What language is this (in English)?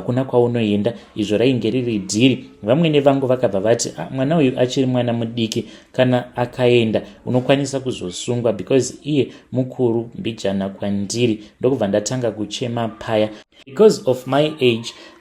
Shona